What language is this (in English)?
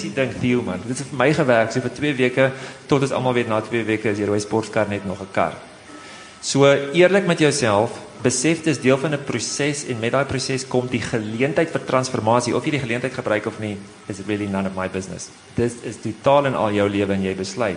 Afrikaans